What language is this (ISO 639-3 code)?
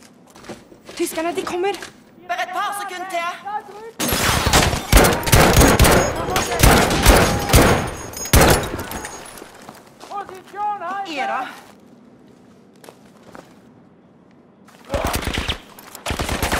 nor